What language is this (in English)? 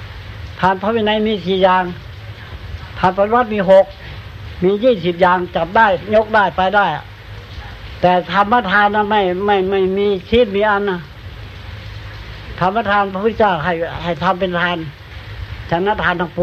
Thai